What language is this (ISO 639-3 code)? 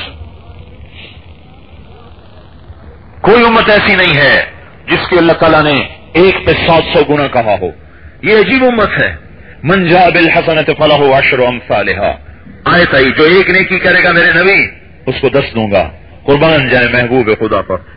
urd